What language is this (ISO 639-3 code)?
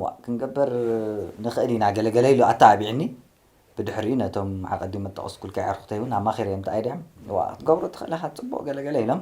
tir